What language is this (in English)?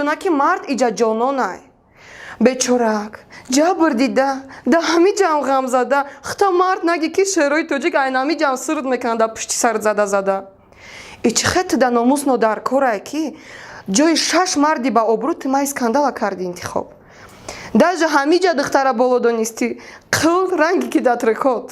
Tajik